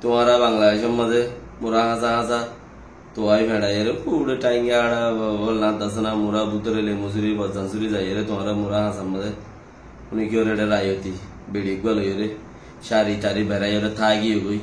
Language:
Rohingya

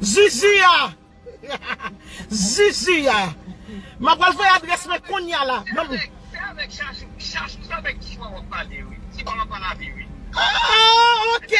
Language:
Haitian Creole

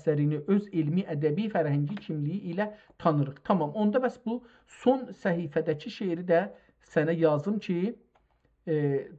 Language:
South Azerbaijani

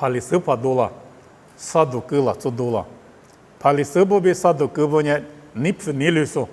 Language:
Lisu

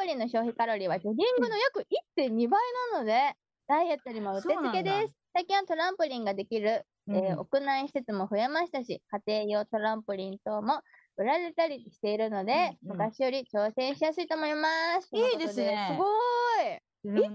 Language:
Japanese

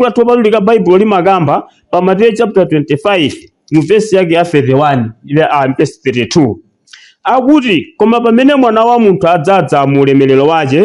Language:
Nyanja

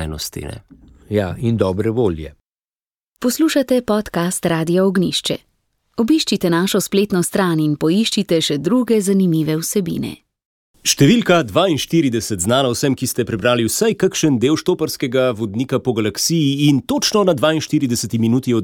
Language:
Slovenian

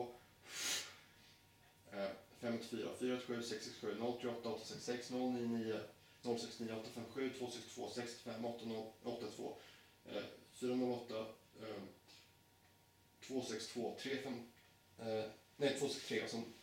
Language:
Swedish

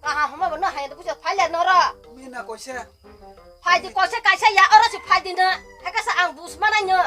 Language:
Kok Borok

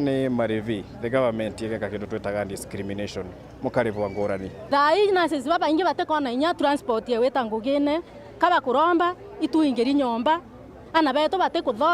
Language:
Meru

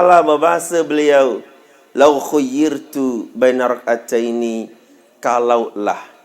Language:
Sasak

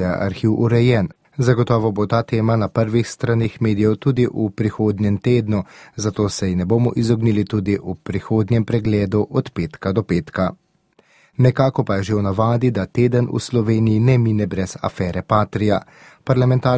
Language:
Slovenian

